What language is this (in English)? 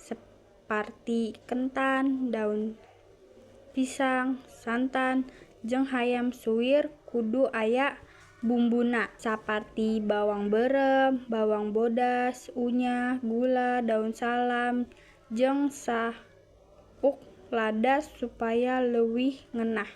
Sundanese